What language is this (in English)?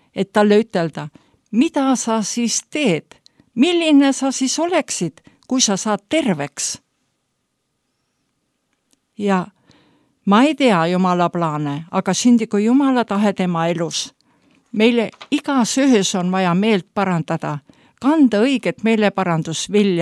Estonian